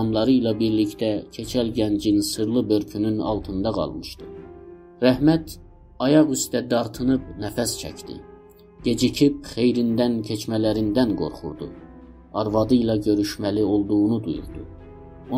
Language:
South Azerbaijani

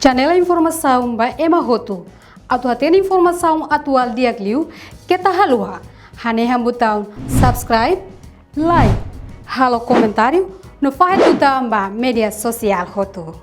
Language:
Tetum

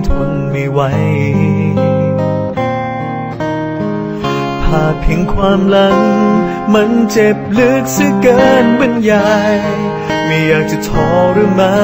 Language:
Thai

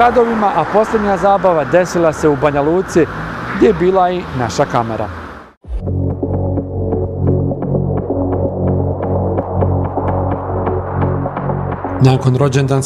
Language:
Bosnian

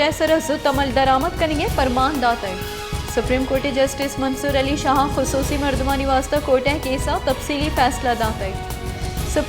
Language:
Baluchi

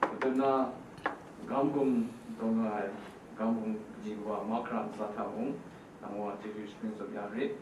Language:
Kachin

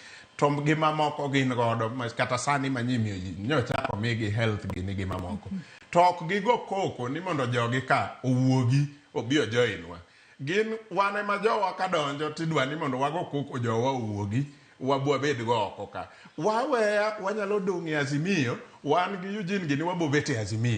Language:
Luo (Kenya and Tanzania)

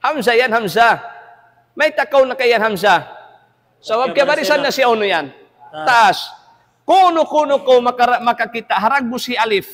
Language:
Tausug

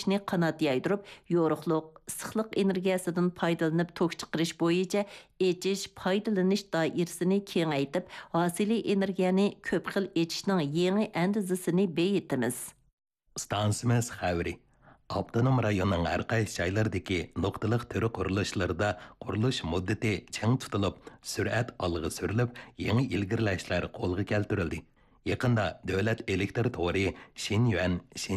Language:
Uyghur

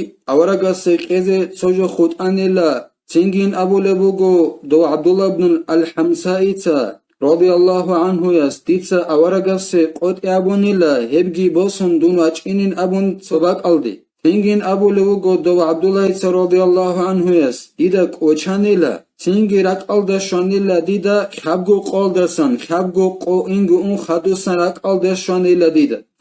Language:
Avaric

